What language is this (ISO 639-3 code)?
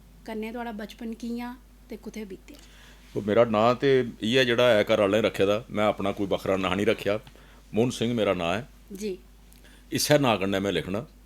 doi